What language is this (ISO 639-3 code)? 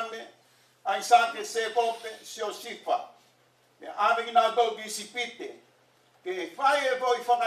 ton